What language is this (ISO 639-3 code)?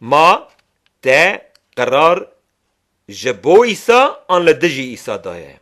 kur